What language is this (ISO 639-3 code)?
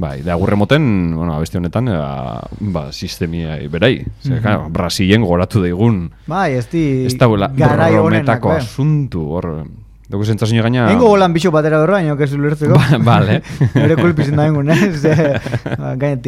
eus